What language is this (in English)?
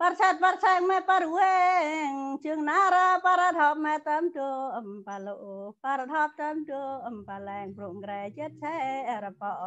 Central Mnong